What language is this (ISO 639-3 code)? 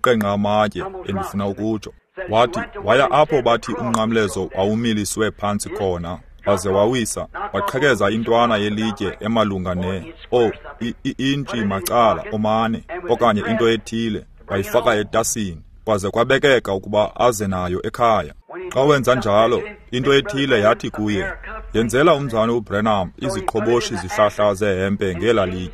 xho